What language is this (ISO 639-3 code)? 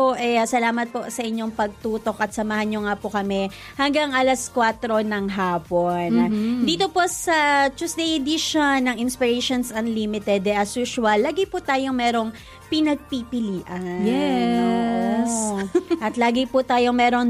fil